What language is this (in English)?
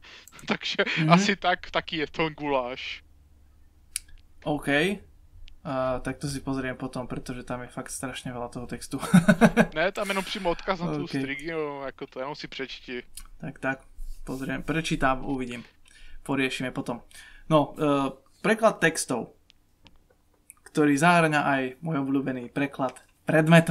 Slovak